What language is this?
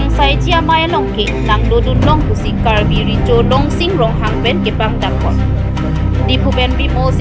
Karbi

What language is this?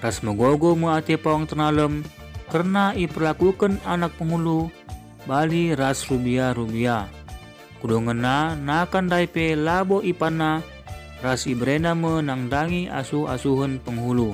Batak Karo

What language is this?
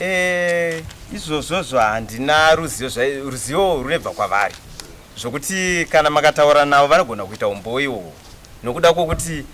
Shona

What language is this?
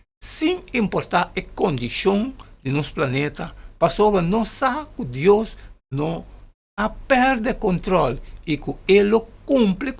Papiamento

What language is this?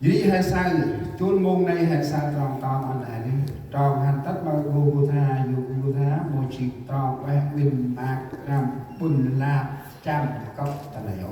Central Mnong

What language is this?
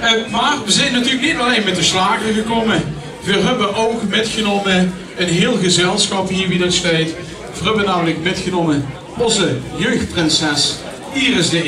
Limburgish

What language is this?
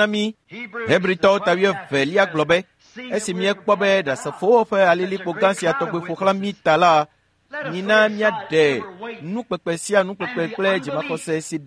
Ewe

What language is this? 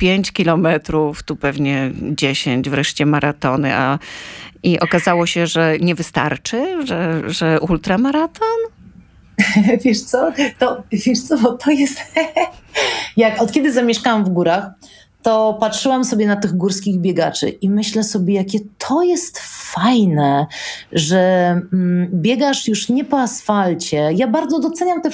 Polish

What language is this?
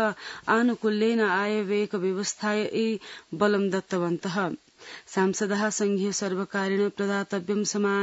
Sanskrit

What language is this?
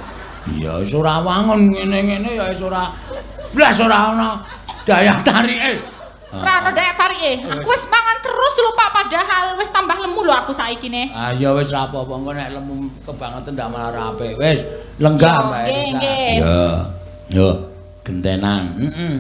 Javanese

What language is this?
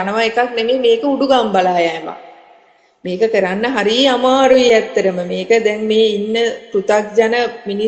Sinhala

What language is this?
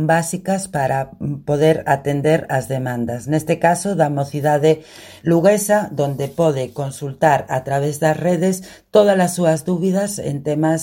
Galician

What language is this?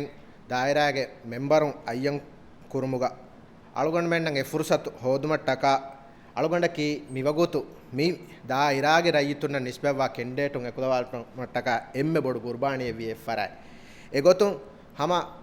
Divehi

